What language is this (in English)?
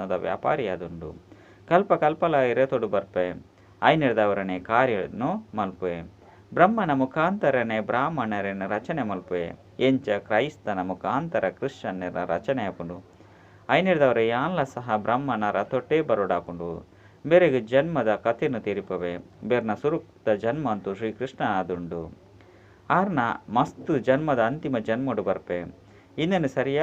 Tulu